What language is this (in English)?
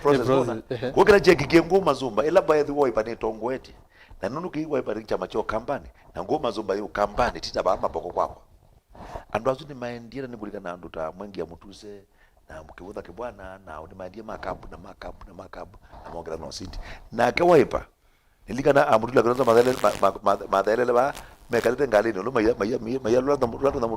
Kamba